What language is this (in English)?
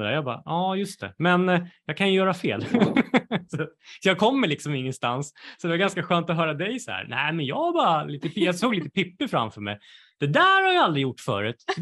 Swedish